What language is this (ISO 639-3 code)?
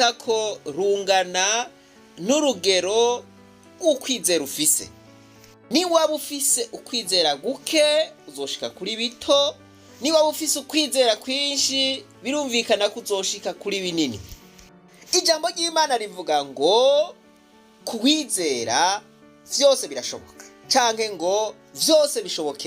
run